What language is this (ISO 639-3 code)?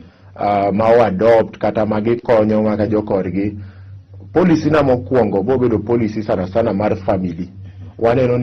luo